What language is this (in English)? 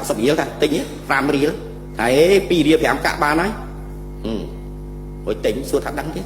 Khmer